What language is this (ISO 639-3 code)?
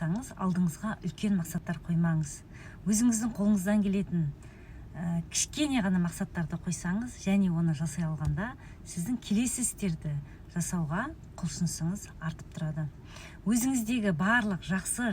kaz